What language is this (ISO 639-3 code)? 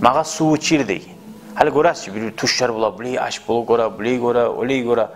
kum